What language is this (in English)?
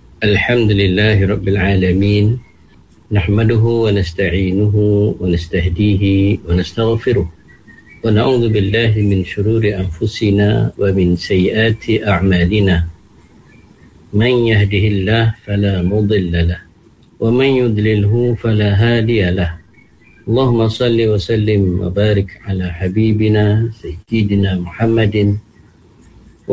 Malay